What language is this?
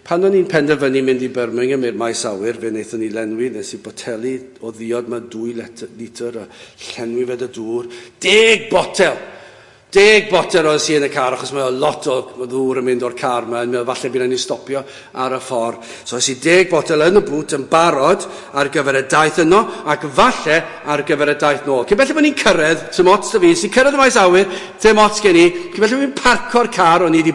Welsh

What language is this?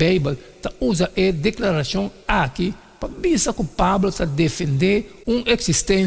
Papiamento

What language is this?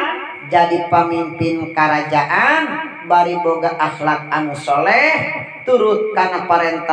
Sundanese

